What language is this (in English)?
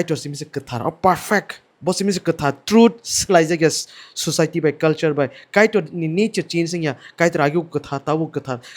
Kok Borok